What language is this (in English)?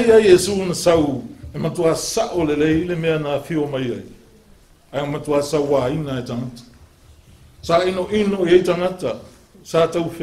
Samoan